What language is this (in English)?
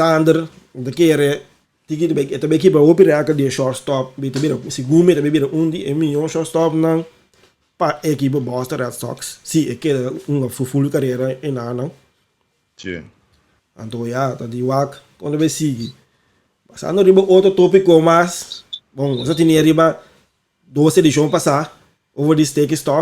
Papiamento